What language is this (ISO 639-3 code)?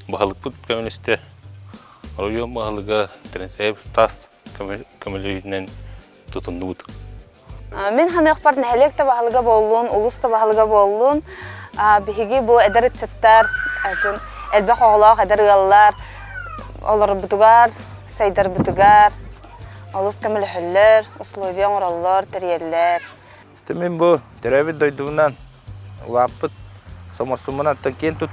sah